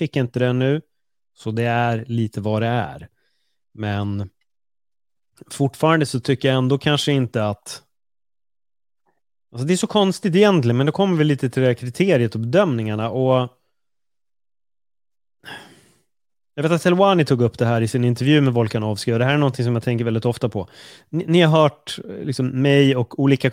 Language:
Swedish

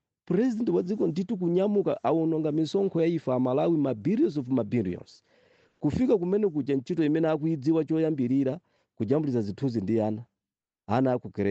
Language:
Nyanja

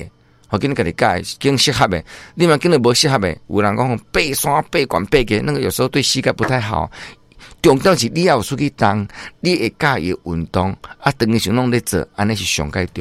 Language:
Min Nan Chinese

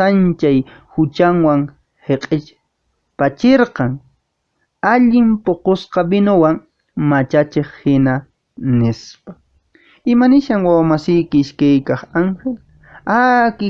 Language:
Quechua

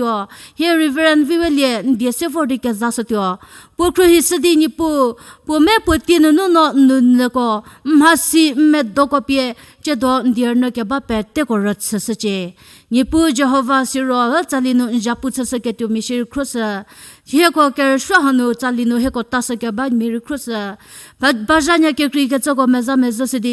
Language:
Angami Naga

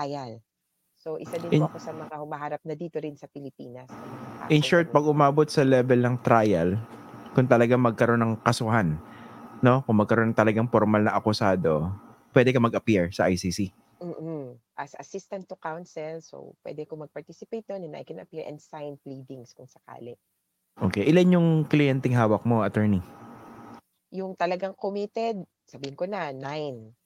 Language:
Filipino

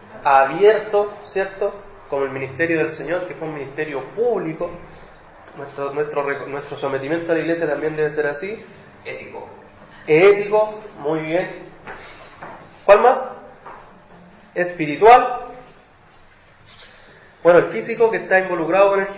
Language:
Spanish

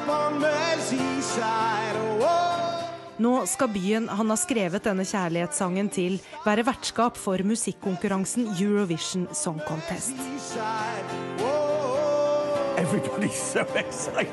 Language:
Norwegian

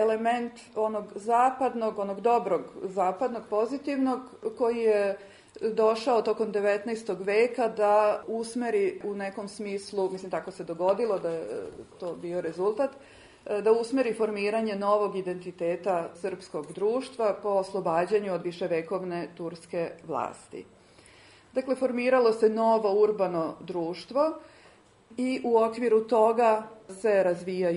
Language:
Serbian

